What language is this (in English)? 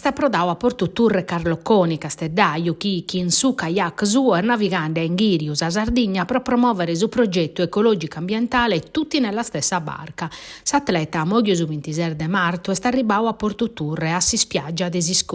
Sardinian